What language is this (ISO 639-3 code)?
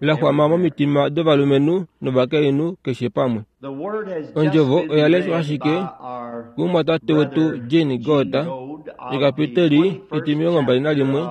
kua